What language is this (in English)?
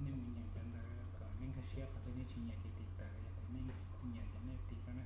Hmong